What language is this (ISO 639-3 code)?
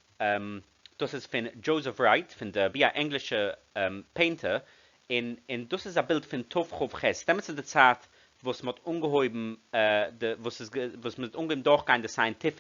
yid